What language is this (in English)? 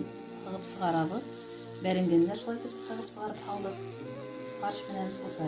Bashkir